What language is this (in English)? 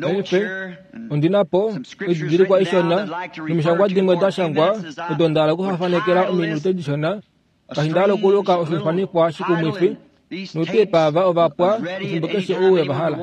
Kuanyama